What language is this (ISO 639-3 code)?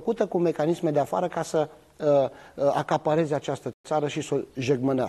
ron